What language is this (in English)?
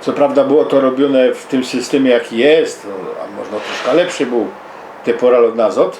Silesian